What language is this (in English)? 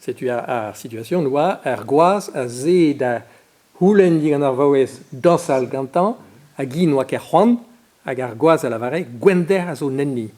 Breton